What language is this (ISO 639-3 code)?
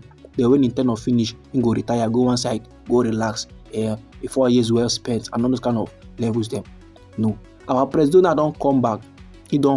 pcm